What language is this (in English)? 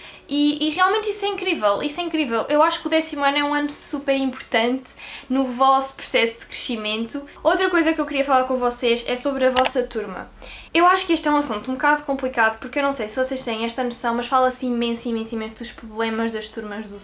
Portuguese